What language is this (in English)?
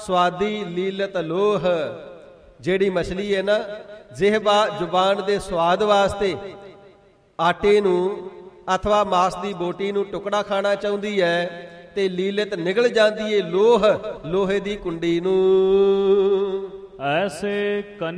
Punjabi